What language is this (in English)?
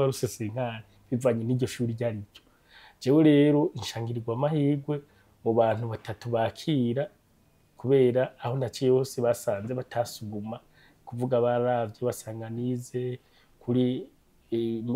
Rundi